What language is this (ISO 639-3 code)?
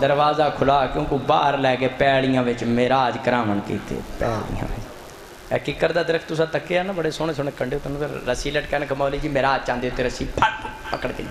skr